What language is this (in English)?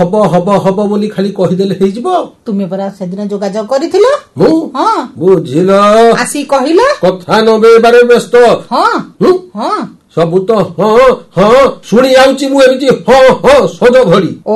Odia